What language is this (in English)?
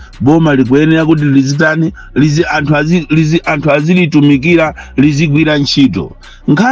Nyanja